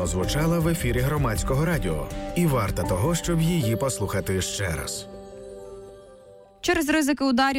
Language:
Ukrainian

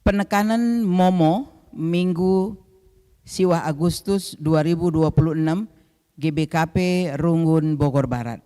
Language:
Batak Karo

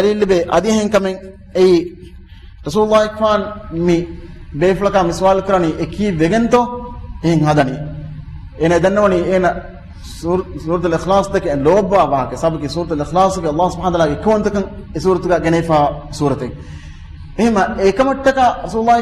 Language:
Divehi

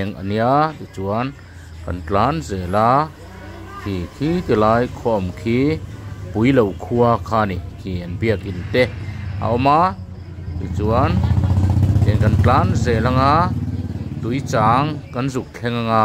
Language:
Mizo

